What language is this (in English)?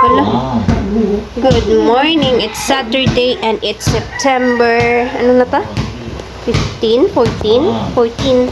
Hiligaynon